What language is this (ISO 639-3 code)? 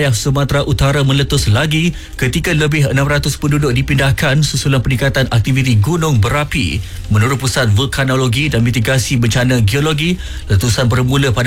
msa